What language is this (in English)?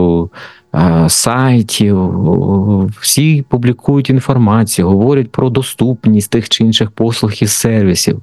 Ukrainian